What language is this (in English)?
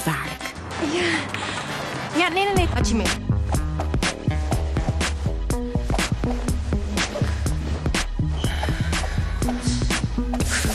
Dutch